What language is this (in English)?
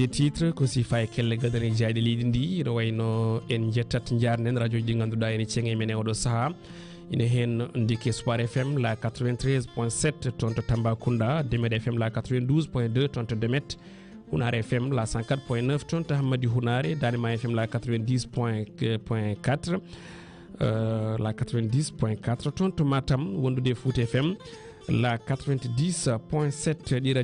Fula